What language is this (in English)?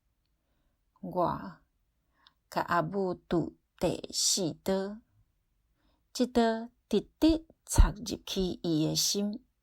Min Nan Chinese